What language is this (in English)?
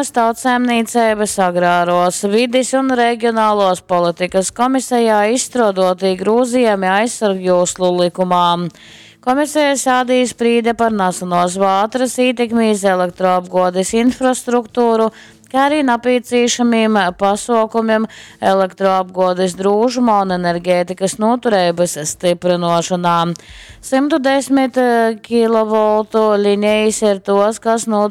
Latgalian